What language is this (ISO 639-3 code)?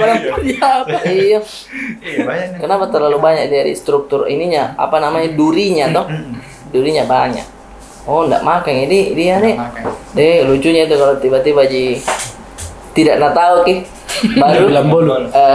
mfp